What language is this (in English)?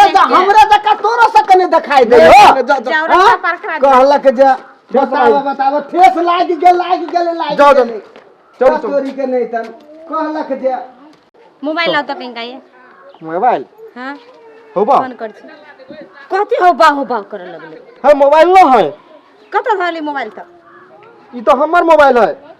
Maithili